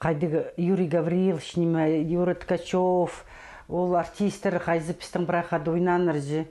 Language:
Khakas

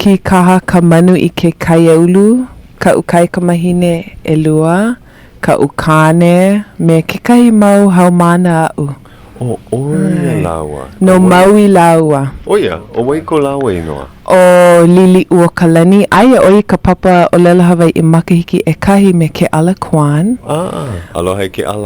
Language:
Hawaiian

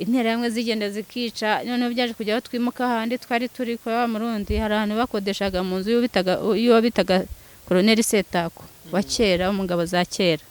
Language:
Kinyarwanda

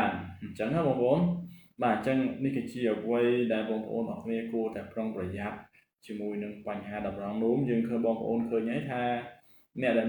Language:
Khmer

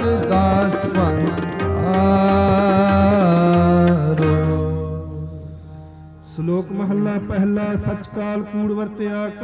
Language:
Punjabi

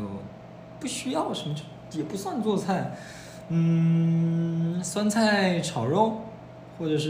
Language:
Chinese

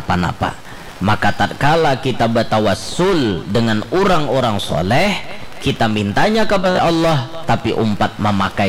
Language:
Banjar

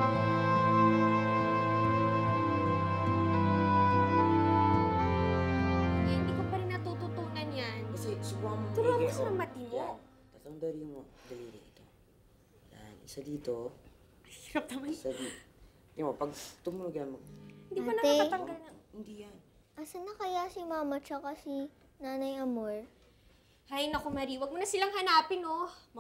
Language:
Filipino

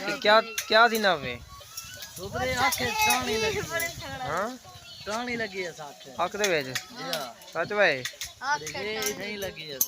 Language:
Saraiki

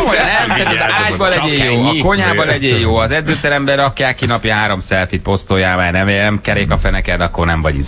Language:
Hungarian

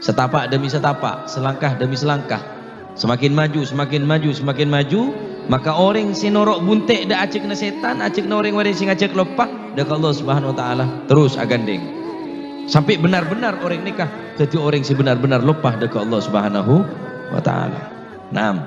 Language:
Madurese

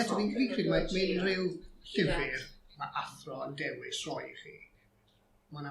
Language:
Welsh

